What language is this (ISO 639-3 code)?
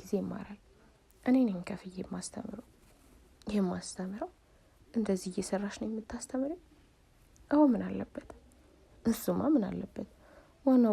amh